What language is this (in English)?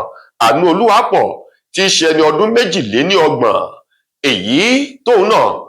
Yoruba